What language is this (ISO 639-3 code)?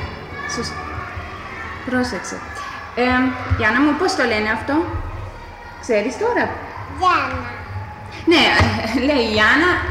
ell